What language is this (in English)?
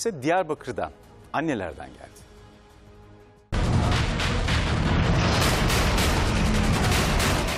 Turkish